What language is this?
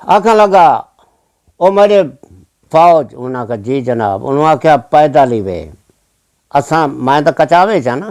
Saraiki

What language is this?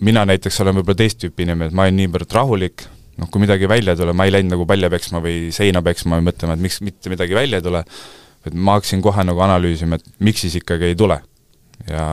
Estonian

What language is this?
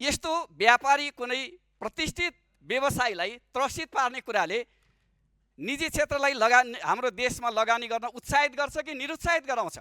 Nepali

